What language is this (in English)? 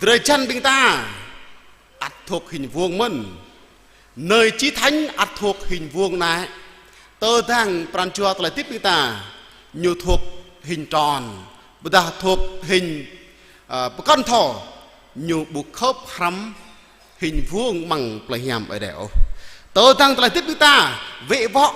Jarai